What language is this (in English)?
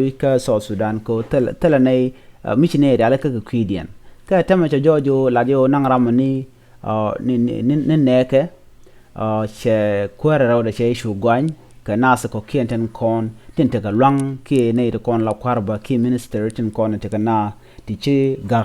Nuer